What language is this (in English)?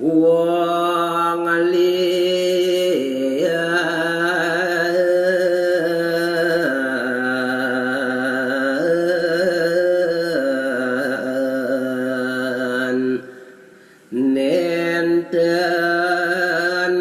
Balinese